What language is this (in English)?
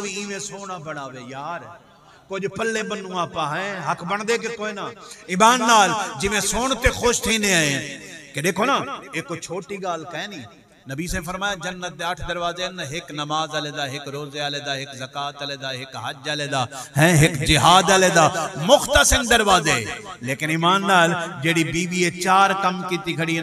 Saraiki